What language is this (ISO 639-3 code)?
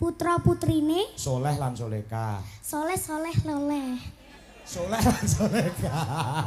jav